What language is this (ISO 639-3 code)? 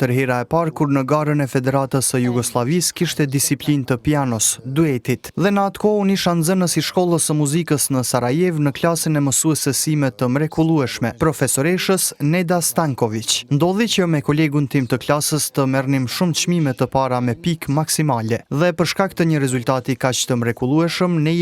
sqi